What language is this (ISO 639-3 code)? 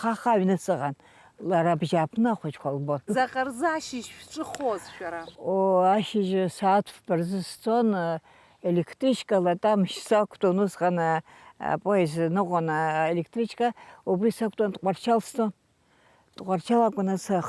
abk